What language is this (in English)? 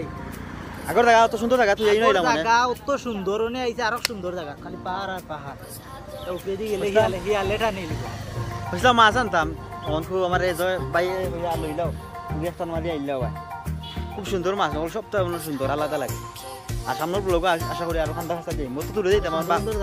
Sylheti